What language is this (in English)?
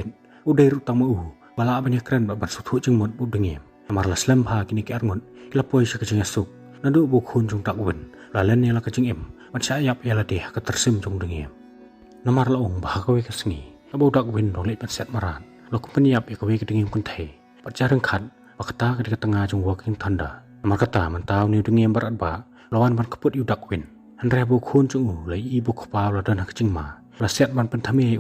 Khasi